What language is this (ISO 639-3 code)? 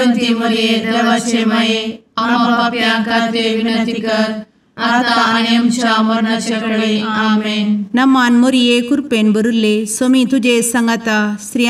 kok